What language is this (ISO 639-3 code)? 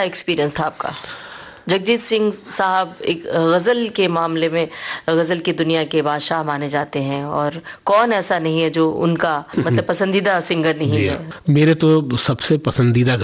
hin